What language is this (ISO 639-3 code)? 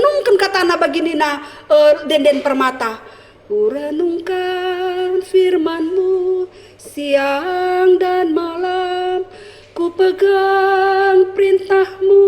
btx